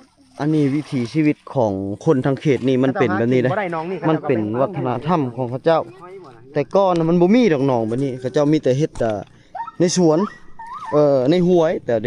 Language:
Lao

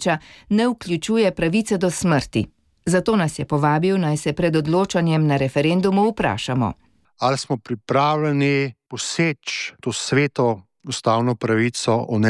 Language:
Slovenian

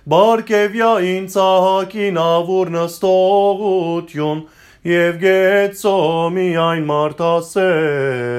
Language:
Armenian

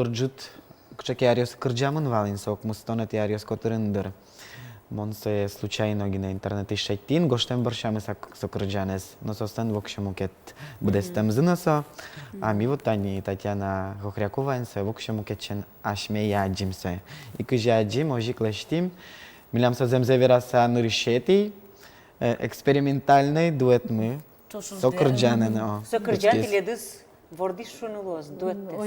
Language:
Udmurt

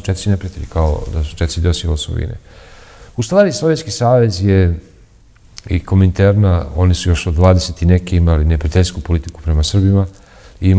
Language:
Serbian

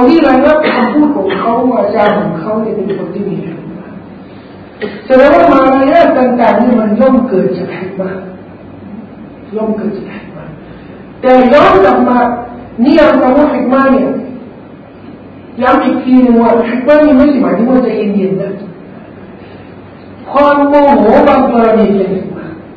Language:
Thai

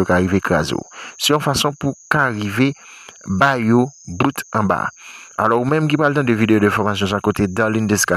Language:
Haitian Creole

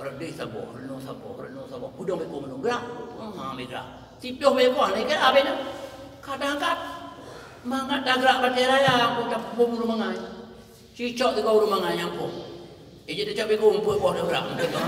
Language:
Achinese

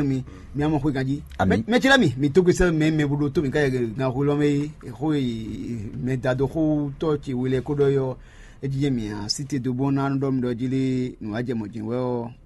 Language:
Fon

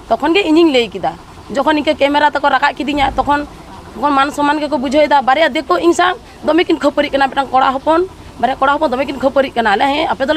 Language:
Santali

